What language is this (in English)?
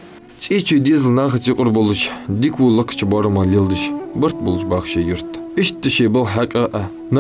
Ingush